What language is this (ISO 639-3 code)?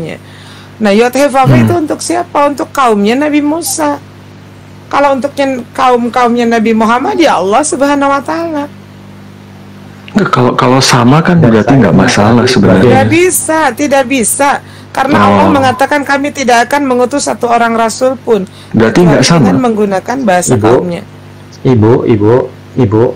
ind